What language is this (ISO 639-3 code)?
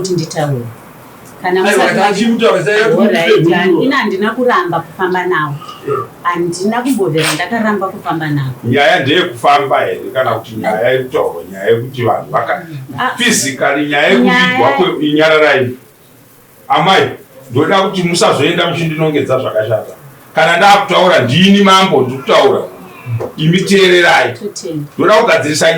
sna